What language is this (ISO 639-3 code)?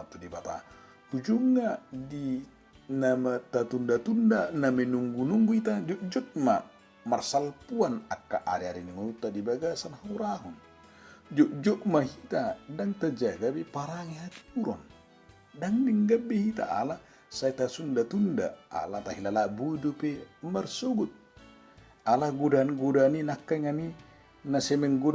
bbc